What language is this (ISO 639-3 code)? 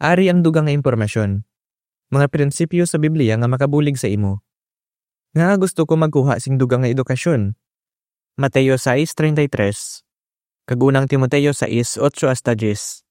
hil